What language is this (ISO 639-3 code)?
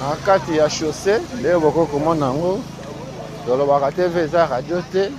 lin